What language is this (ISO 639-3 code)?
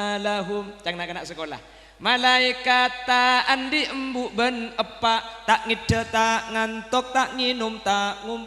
mad